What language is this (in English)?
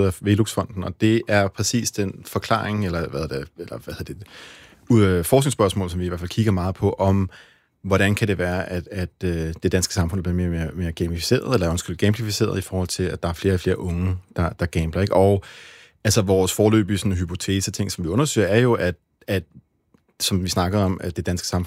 Danish